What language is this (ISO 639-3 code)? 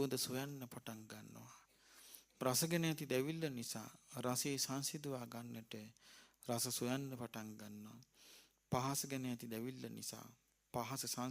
sin